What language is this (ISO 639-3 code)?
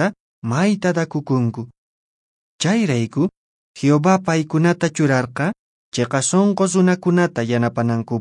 que